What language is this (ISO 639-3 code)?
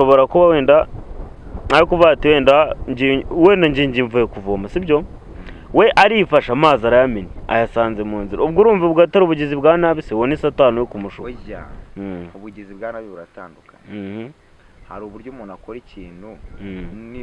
kin